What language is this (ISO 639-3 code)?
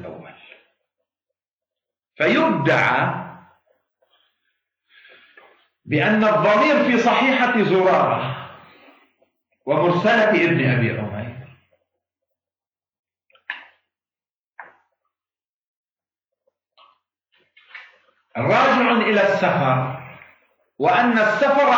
ara